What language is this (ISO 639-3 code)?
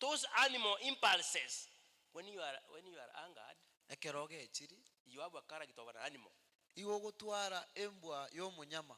guz